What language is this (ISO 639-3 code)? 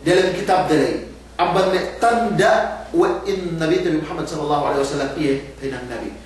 yka